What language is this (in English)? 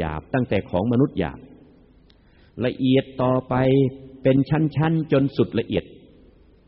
Thai